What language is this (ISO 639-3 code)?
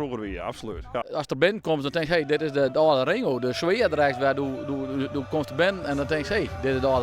fry